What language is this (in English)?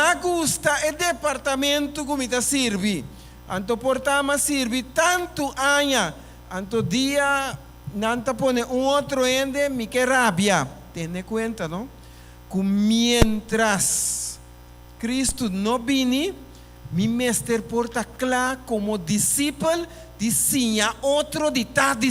Papiamento